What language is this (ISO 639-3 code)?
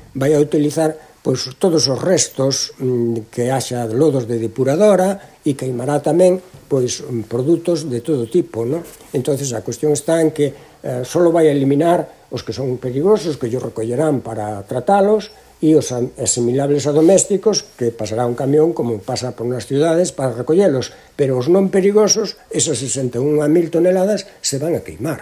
glg